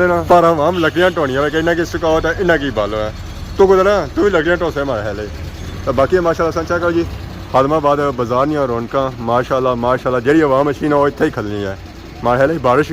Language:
Pahari-Potwari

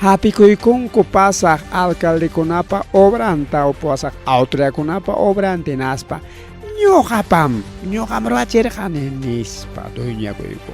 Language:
Ayacucho Quechua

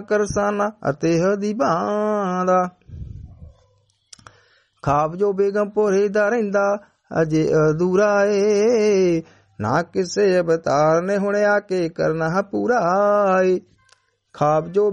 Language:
Punjabi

